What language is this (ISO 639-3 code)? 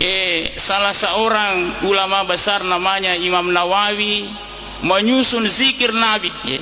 bug